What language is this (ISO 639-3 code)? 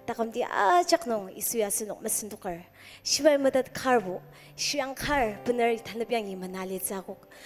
njo